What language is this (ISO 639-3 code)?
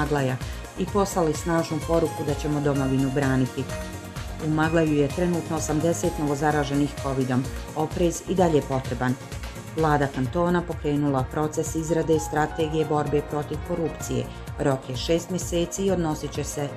bos